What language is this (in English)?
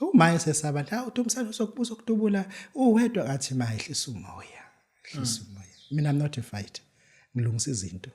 Zulu